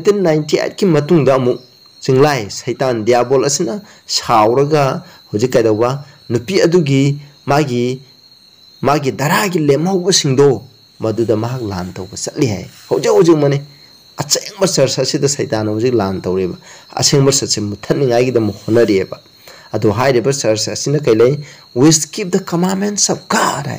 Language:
Manipuri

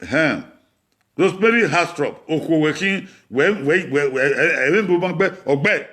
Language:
Bini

